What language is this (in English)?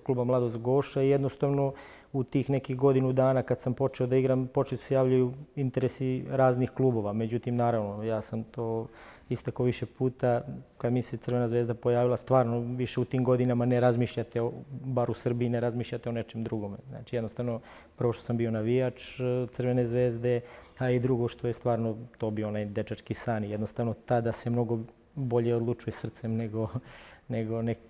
Serbian